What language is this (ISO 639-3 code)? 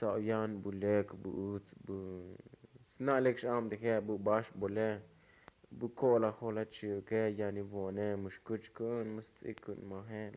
tzo